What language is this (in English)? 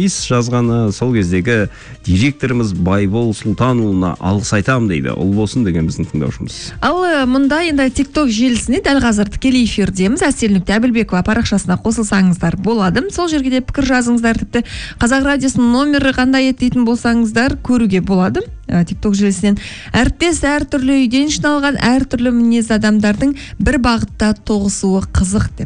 Kazakh